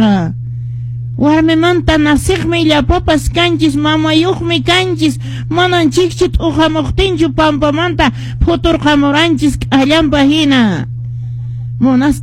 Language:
Quechua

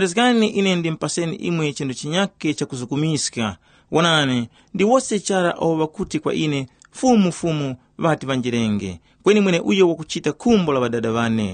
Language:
Tumbuka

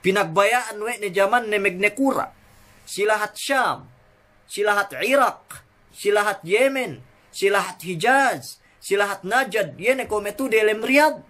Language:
Yakan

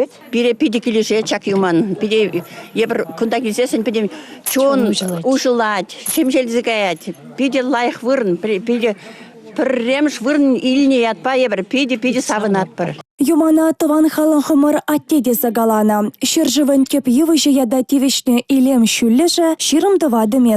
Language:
Chuvash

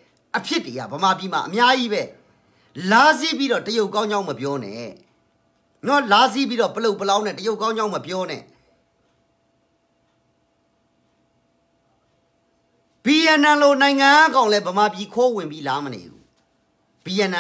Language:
Burmese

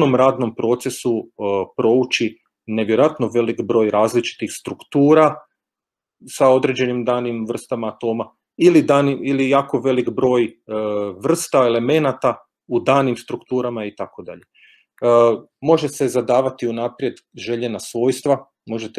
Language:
Croatian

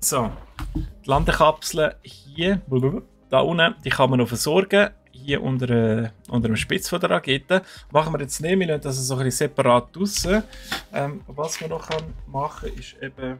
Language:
Swiss German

